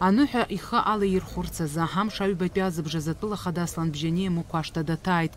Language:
Abkhazian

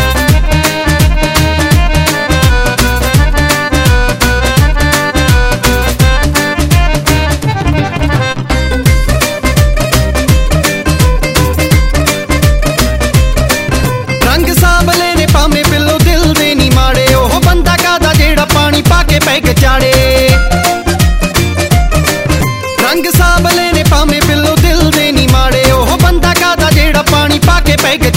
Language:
Punjabi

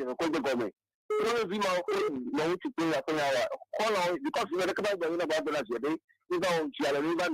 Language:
Ewe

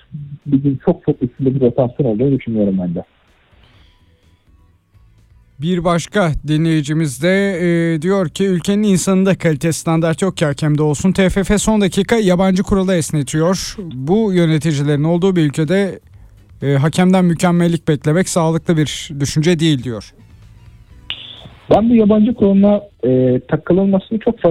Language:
Turkish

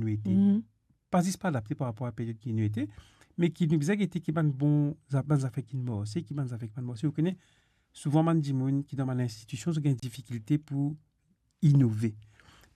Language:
Morisyen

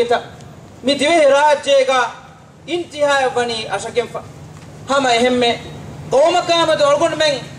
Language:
Divehi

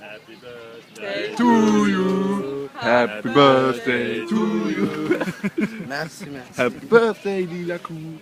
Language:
Luxembourgish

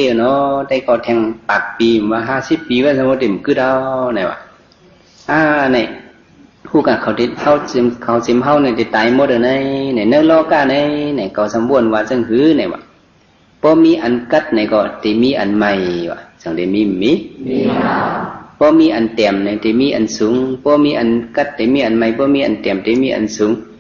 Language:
Shan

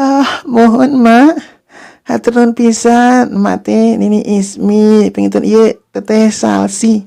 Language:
Sundanese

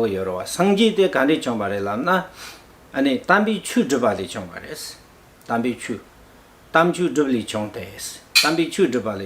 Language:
Tibetan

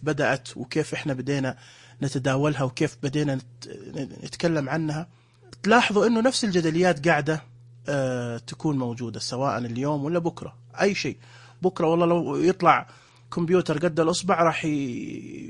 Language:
Najdi Arabic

